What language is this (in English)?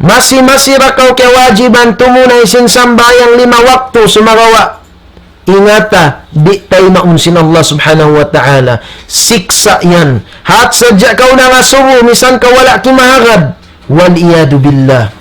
Tausug